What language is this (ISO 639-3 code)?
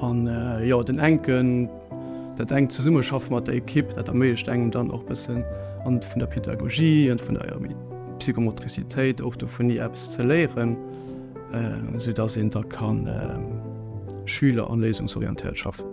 ltz